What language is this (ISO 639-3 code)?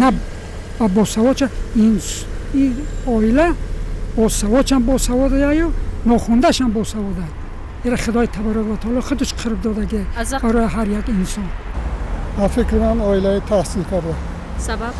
tgk